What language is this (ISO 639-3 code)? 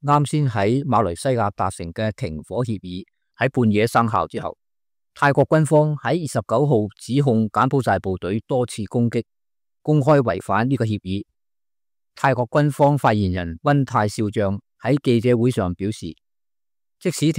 yue